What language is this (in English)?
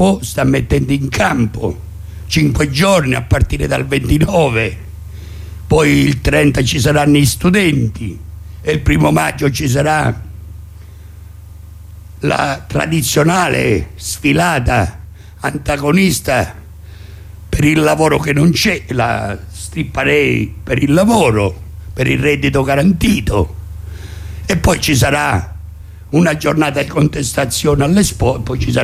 Italian